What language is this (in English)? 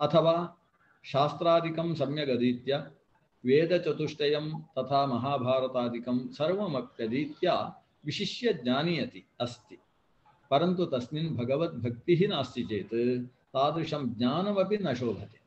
Sanskrit